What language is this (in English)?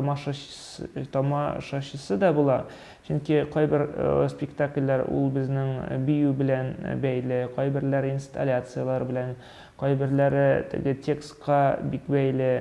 Tatar